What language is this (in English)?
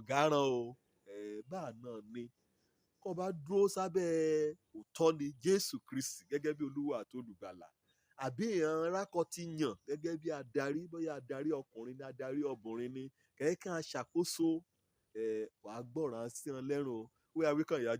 Yoruba